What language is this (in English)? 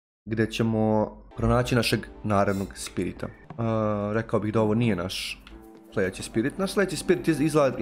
Croatian